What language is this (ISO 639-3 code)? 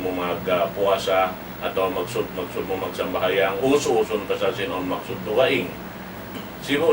tsg